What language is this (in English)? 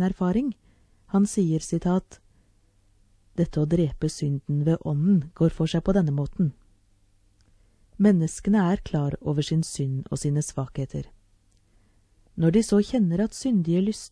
Norwegian